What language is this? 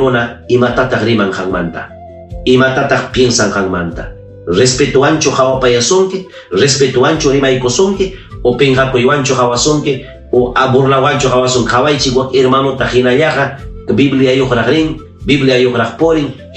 Ayacucho Quechua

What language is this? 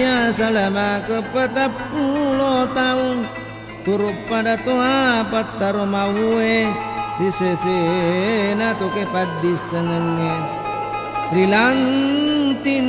Buginese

